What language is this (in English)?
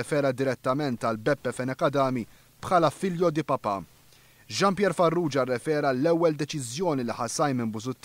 Maltese